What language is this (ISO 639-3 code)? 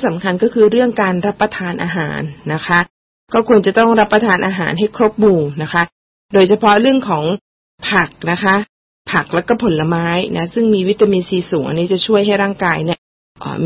tha